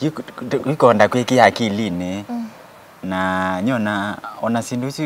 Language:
Kamba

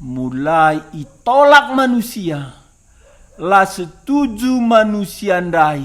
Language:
Batak Karo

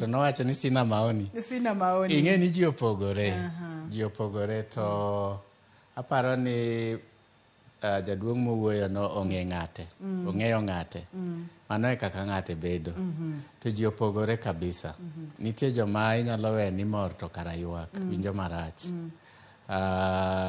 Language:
Luo (Kenya and Tanzania)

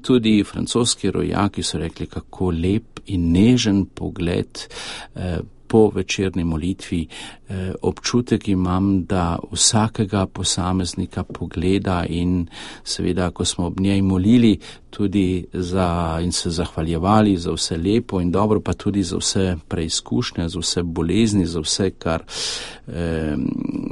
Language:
Slovenian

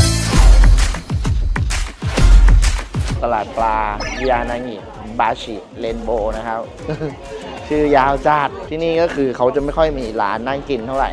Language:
Thai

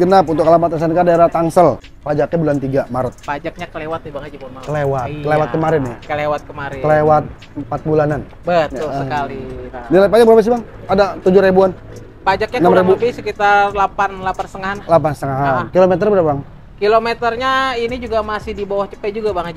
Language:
Indonesian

